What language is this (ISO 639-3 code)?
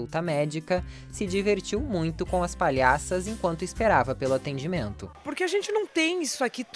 por